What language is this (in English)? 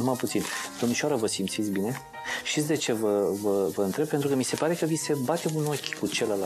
Romanian